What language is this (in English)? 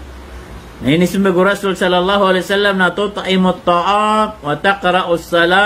Maranao